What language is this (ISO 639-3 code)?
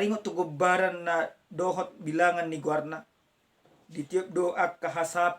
bbc